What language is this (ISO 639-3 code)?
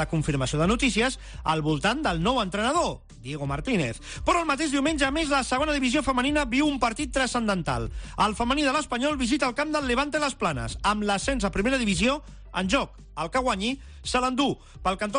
cat